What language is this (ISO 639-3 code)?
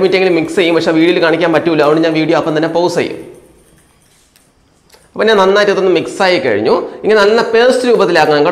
mal